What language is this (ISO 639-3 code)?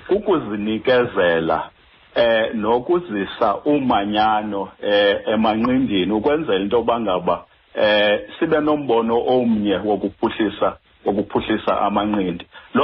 xho